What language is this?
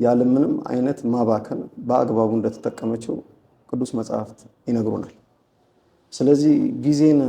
Amharic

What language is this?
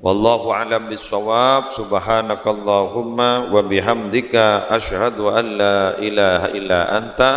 Madurese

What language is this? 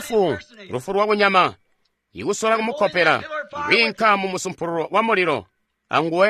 Tonga (Zambia)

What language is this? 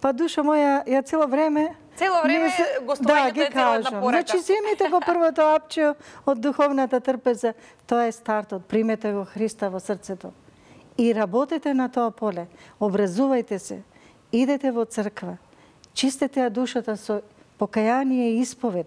Macedonian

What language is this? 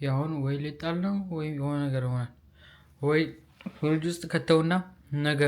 Amharic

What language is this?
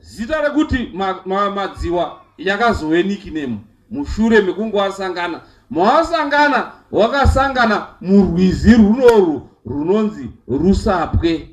Shona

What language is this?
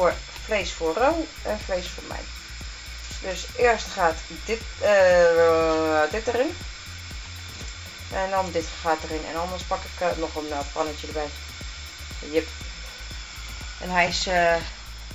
Dutch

